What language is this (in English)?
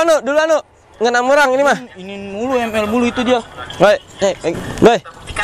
Betawi